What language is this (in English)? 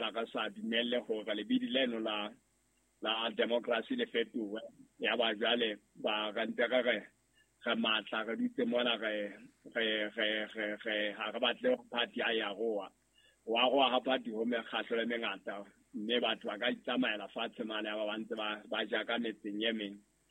Southern Sotho